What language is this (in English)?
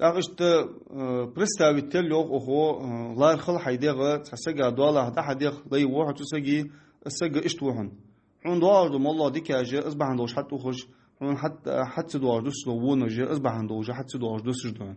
Ingush